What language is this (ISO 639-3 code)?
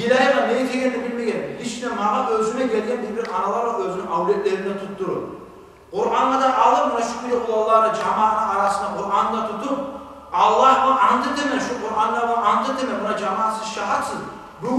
kum